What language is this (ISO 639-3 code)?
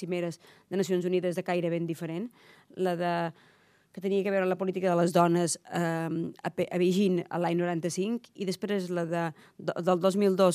cat